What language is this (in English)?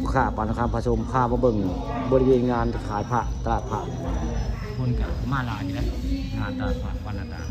Northeastern Thai